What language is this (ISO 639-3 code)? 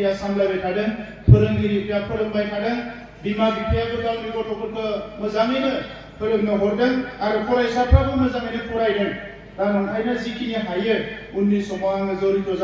brx